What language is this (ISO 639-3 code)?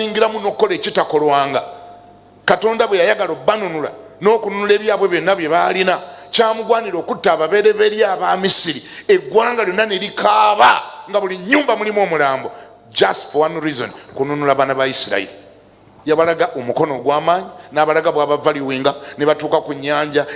lug